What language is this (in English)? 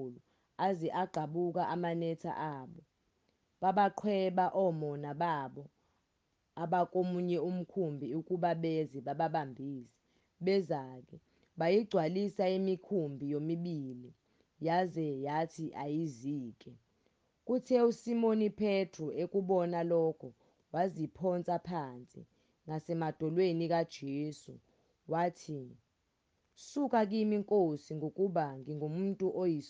Zulu